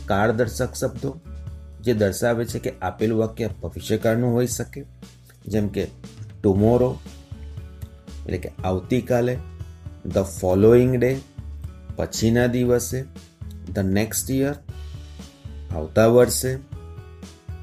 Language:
Gujarati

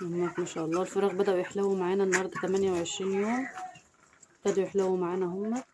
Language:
Egyptian Arabic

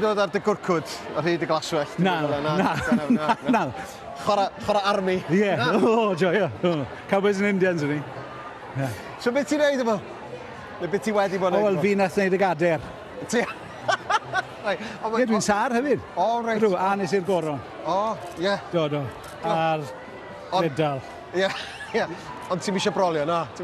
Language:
Welsh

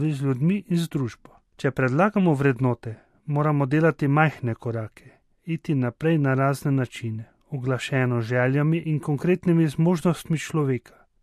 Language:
Slovenian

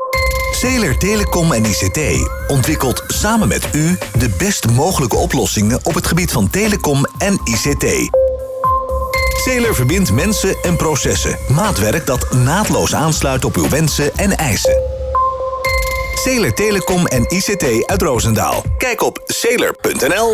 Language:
Dutch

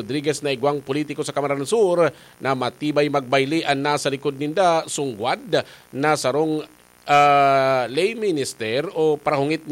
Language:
Bikol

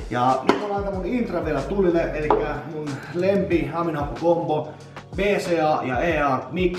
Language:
Finnish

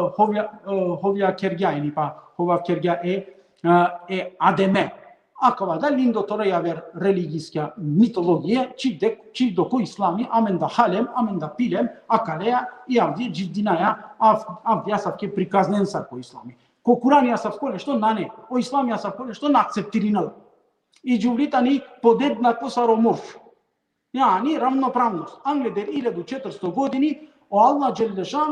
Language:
Balkan Romani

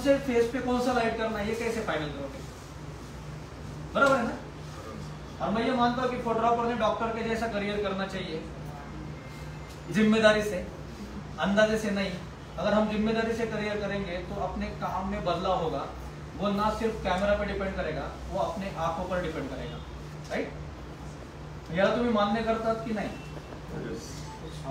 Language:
Marathi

